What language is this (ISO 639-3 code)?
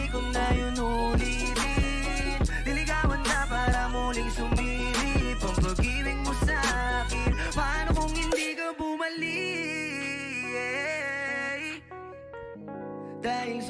fil